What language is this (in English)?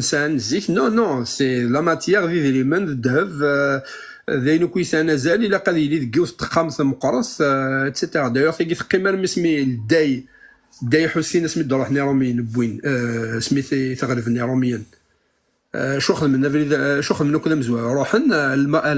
Kabyle